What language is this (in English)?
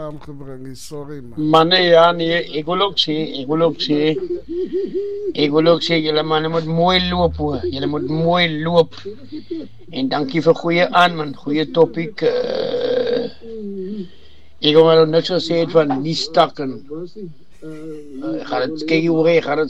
Afrikaans